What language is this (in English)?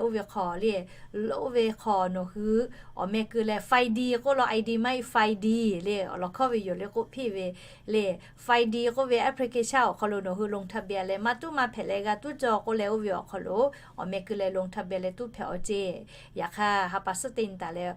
Lahu